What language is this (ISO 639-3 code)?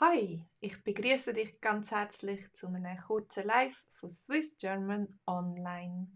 gsw